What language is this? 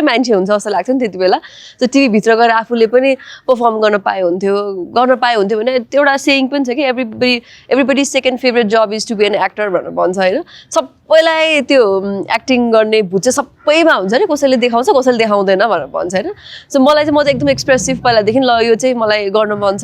Nepali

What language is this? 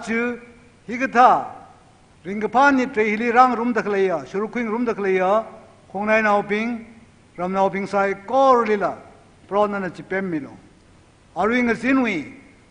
Tangkhul Naga (India)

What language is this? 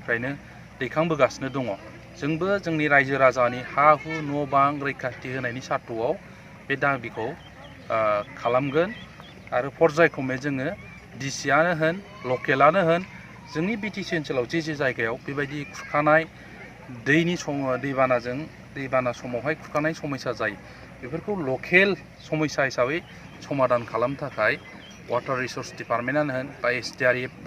Bodo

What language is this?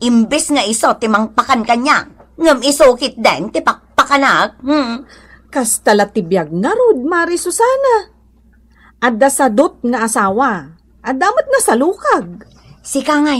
Iloko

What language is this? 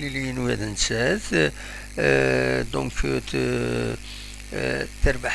Kabyle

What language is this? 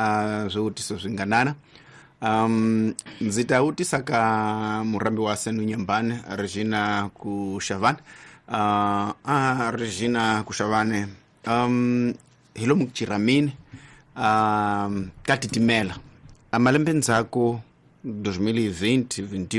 Tsonga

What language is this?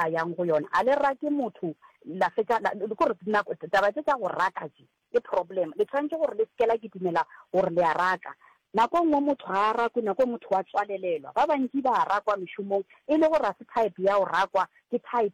Northern Sotho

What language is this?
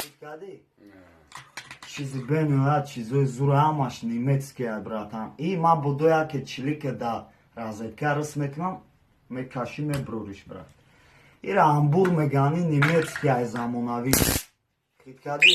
Tajik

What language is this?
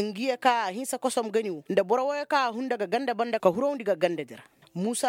Koyraboro Senni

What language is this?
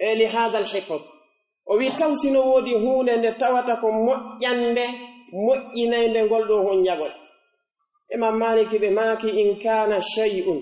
Pular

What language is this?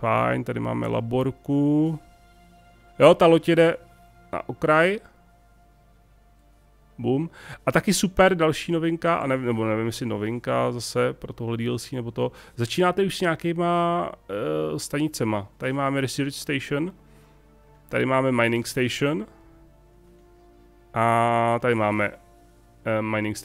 Czech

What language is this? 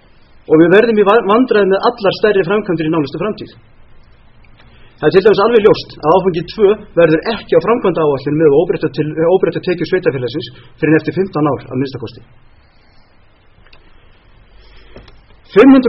Icelandic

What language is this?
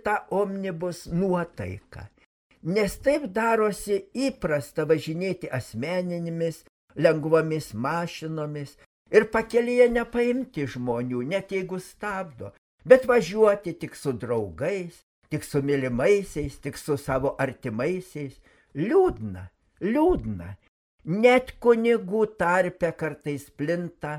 Lithuanian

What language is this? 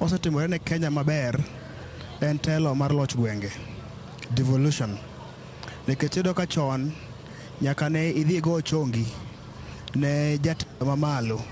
Luo (Kenya and Tanzania)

